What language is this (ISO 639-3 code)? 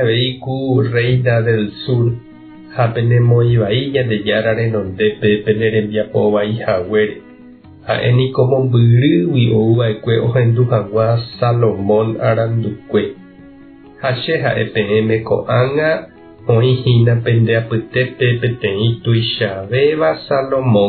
grn